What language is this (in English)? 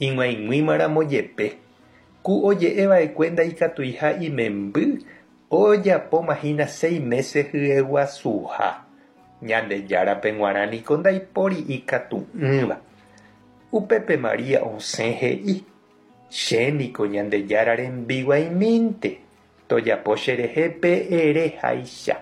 Guarani